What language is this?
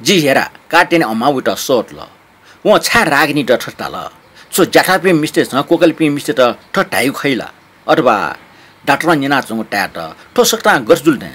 Newari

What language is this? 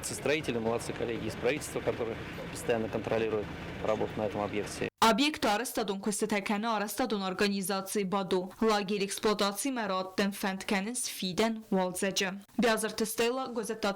Ossetic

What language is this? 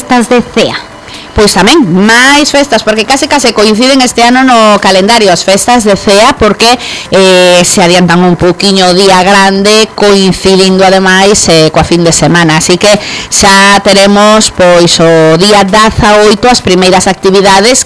Galician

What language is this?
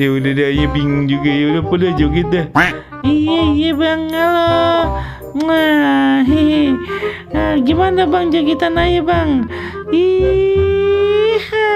Betawi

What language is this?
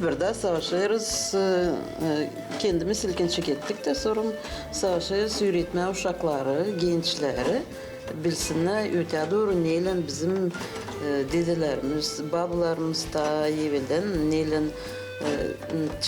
Gagauz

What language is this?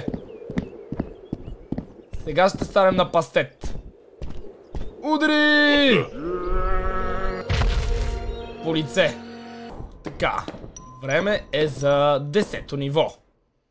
Bulgarian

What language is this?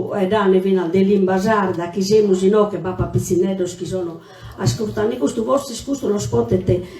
Sardinian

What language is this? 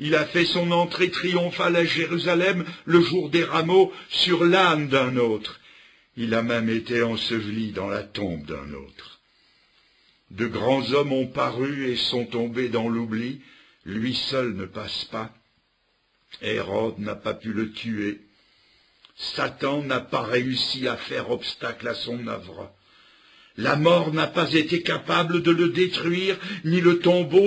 French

